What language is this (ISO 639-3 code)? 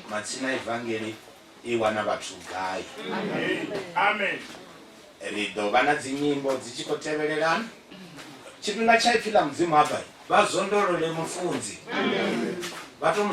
ven